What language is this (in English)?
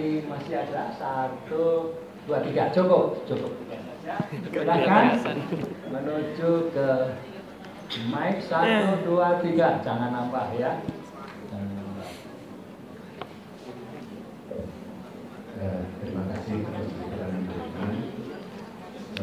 Indonesian